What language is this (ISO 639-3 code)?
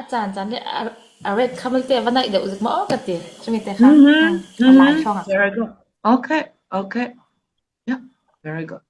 cfm